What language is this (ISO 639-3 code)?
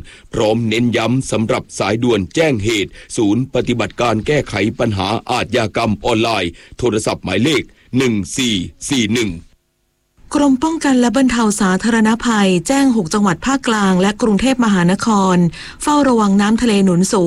tha